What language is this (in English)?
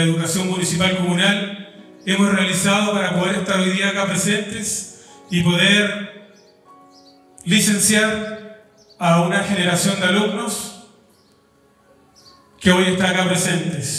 Spanish